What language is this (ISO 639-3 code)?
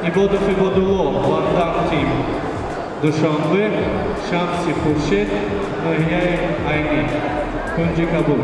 tgk